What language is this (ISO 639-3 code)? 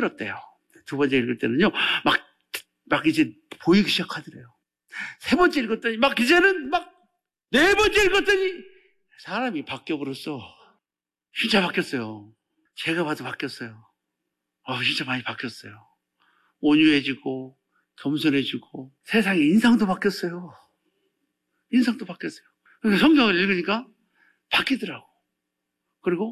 kor